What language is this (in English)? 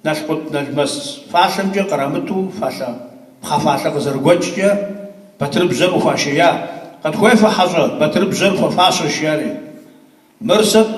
Kabardian